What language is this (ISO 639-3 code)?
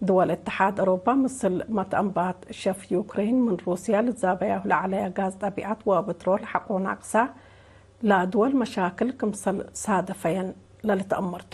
tig